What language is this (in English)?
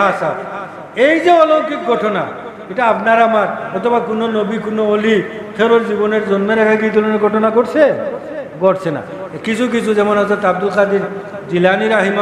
Sylheti